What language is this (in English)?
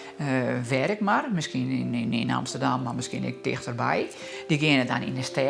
Western Frisian